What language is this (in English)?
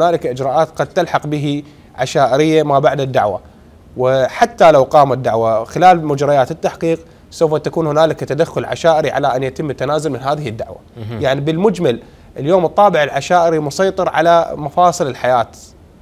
Mesopotamian Arabic